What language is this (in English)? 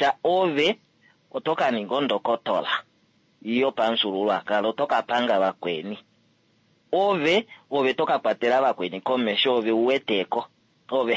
Kuanyama